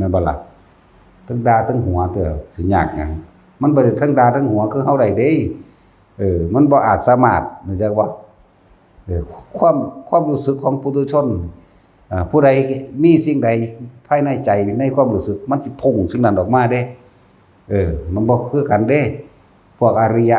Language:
Northeastern Thai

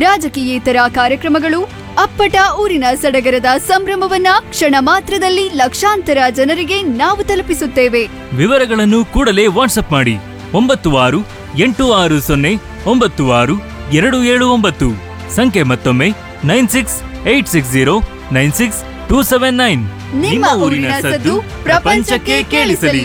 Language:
Kannada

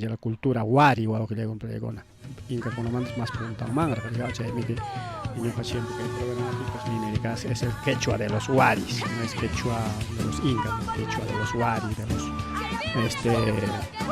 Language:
Ayacucho Quechua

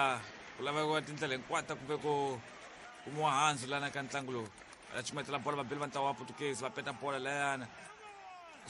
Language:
Tsonga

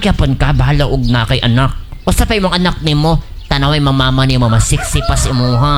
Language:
Cebuano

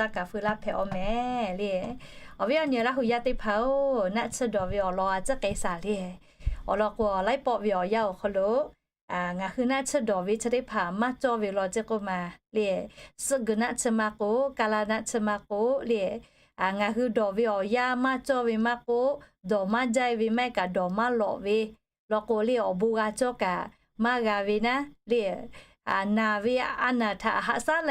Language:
Lahu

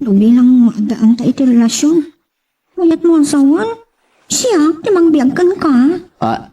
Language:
Iloko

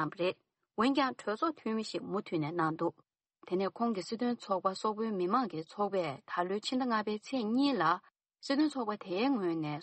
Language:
Tibetan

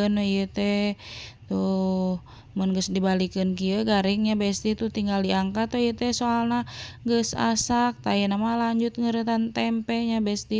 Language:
Sundanese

